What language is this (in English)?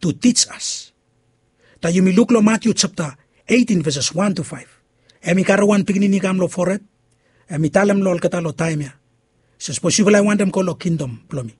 Bislama